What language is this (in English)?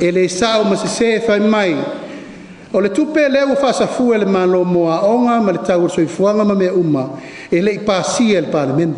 Samoan